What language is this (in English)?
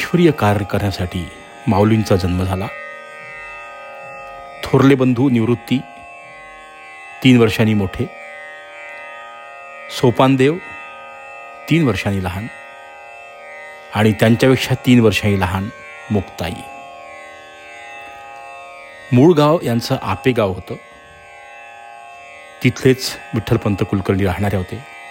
Marathi